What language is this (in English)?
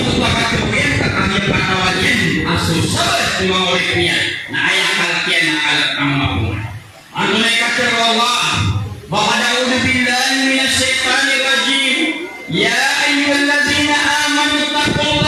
Maranao